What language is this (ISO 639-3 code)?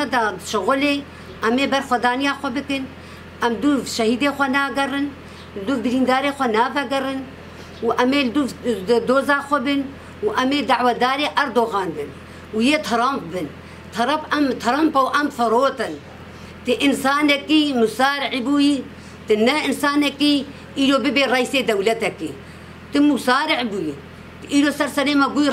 kur